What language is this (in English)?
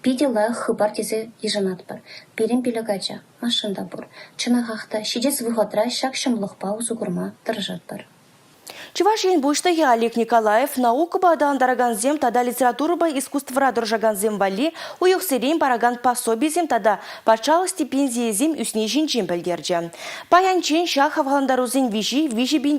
Chuvash